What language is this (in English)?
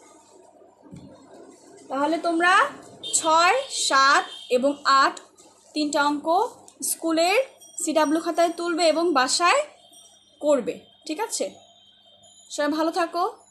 Bangla